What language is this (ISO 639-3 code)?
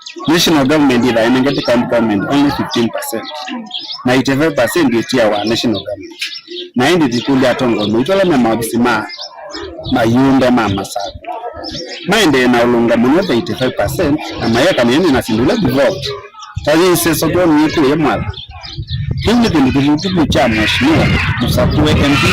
kam